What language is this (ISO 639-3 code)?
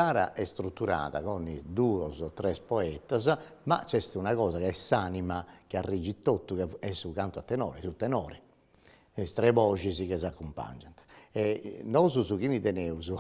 srd